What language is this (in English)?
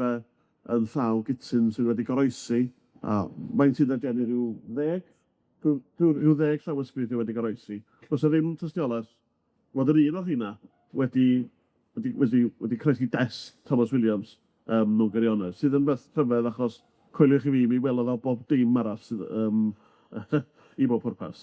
Welsh